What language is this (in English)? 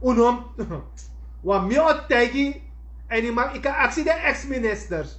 Sranan Tongo